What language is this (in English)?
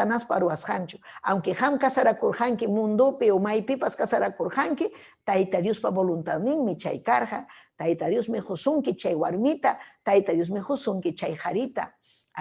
Ayacucho Quechua